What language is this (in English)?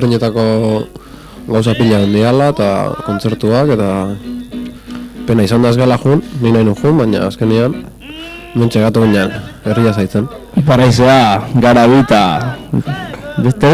Basque